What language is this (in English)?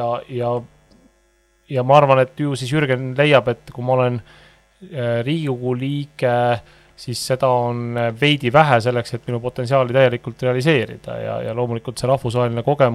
Estonian